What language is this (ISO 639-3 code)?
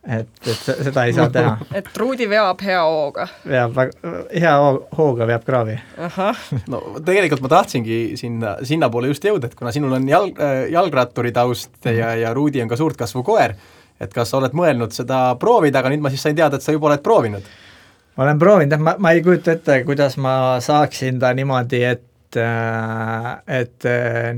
est